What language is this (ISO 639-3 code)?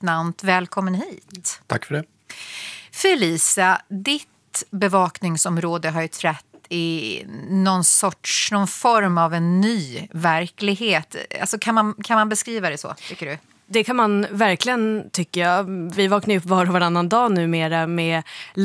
swe